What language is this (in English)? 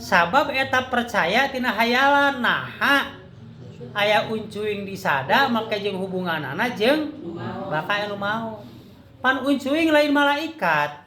Sundanese